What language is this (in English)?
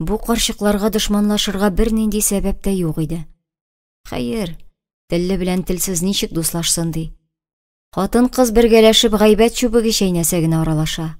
Tatar